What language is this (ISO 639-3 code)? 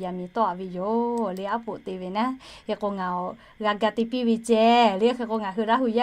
lhu